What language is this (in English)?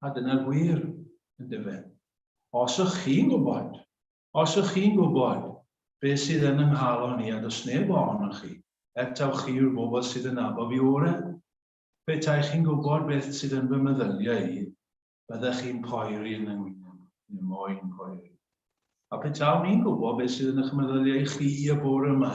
Welsh